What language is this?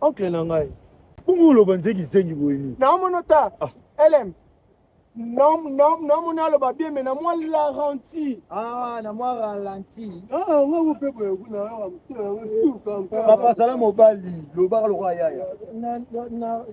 Lingala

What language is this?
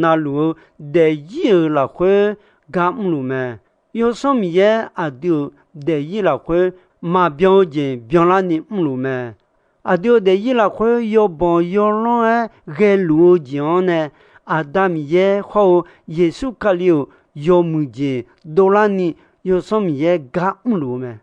Akha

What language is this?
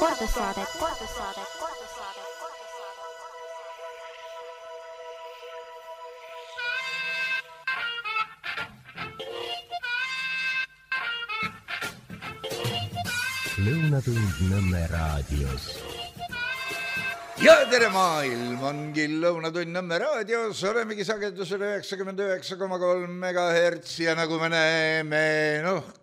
Estonian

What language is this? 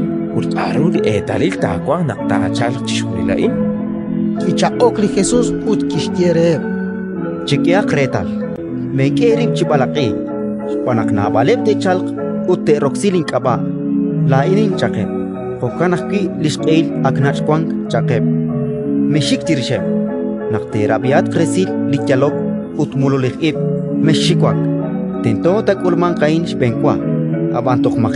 Kekchí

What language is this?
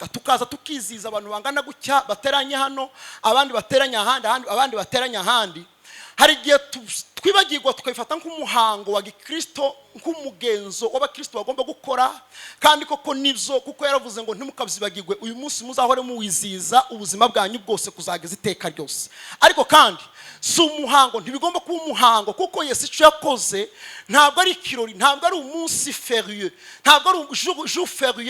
Kinyarwanda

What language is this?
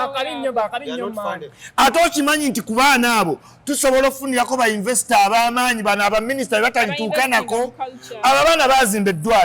Ganda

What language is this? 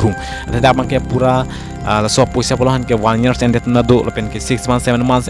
Karbi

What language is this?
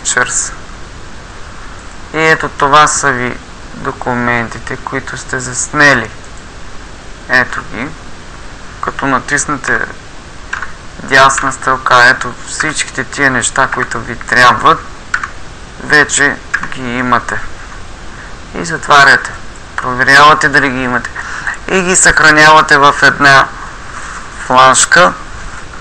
Bulgarian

